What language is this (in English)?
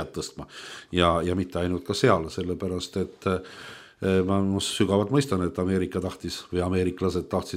Estonian